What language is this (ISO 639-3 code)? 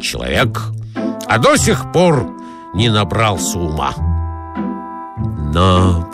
rus